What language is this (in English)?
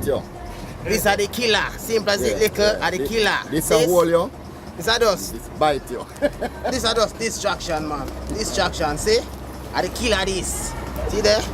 Jamaican Creole English